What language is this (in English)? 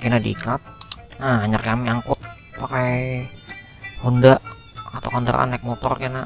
Banjar